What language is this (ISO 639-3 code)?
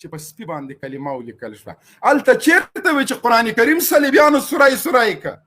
pus